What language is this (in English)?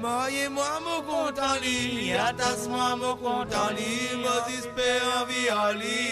Morisyen